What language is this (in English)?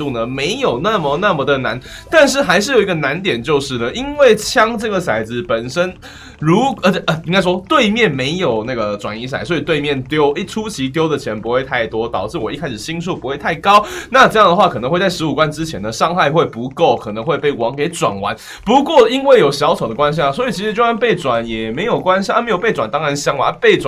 Chinese